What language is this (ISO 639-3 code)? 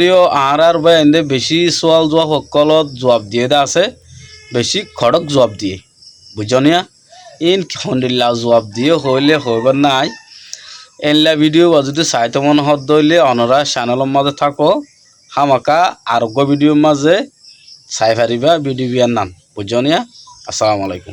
rhg